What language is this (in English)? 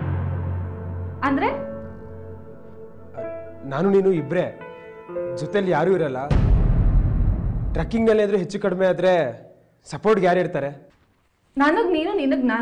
Kannada